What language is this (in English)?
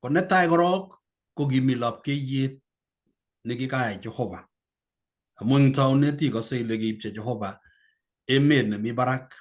Kalenjin